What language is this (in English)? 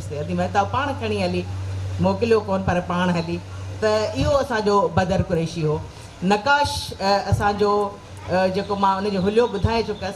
Sindhi